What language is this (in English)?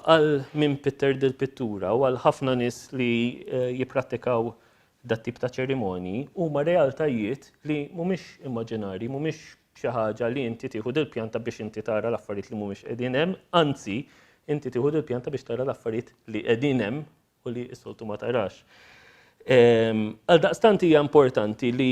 Maltese